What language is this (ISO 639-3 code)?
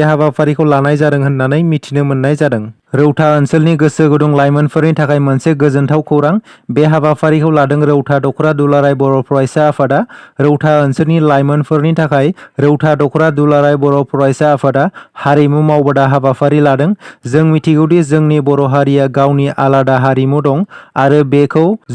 brx